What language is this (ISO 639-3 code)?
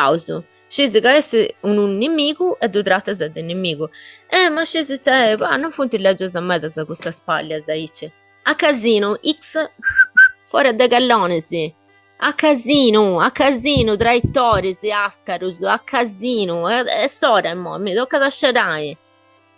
srd